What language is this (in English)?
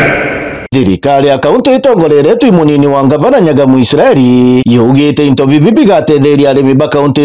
Meru